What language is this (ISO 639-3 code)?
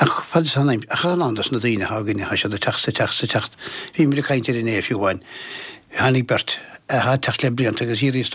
gle